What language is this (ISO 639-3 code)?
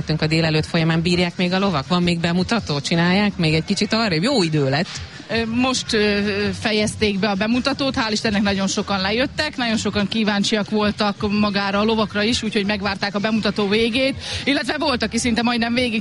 hun